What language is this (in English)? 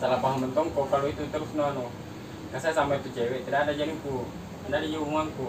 Makassar Malay